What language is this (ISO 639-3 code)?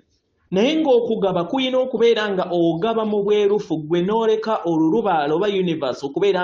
lug